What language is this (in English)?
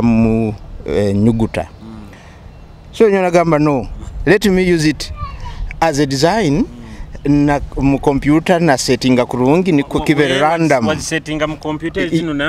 Nyoro